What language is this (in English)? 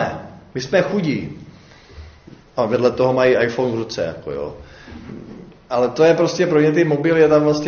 Czech